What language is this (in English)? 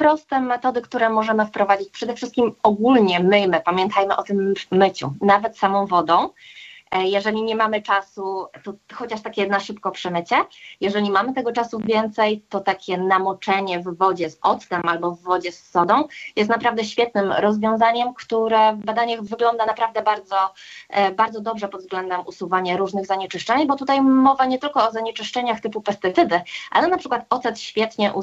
Polish